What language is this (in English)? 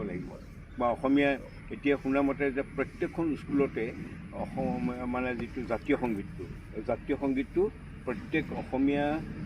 Assamese